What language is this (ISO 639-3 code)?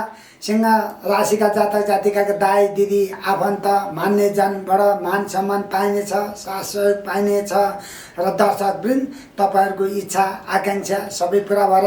nep